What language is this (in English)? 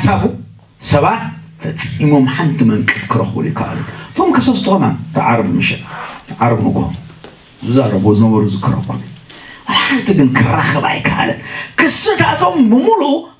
Tigrinya